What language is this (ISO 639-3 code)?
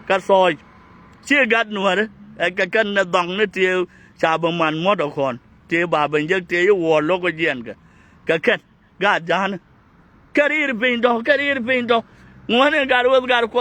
nus